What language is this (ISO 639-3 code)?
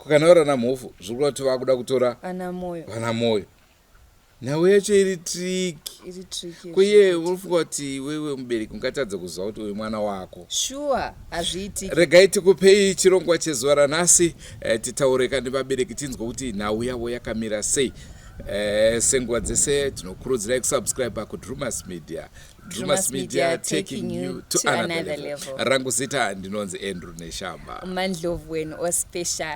sna